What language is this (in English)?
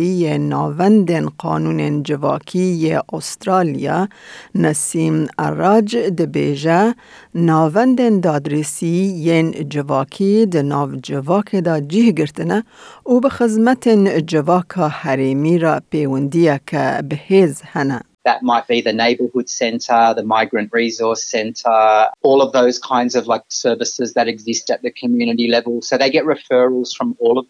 Kurdish